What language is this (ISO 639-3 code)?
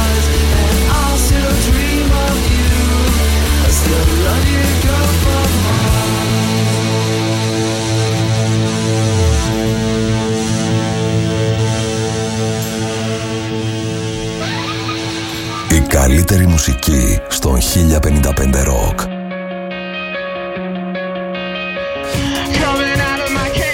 ell